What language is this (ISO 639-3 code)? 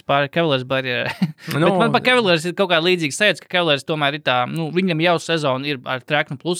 lav